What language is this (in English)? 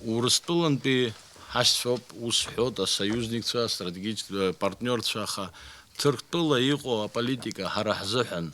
Abkhazian